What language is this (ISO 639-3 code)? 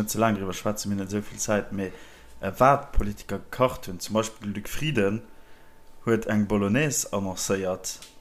ltz